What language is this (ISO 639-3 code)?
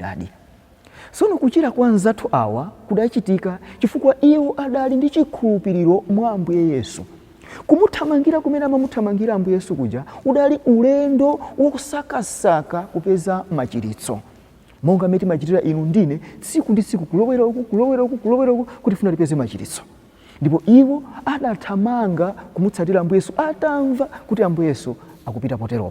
nya